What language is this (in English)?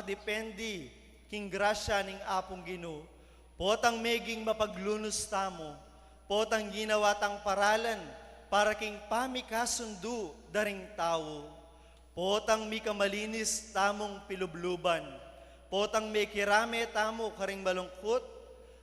Pampanga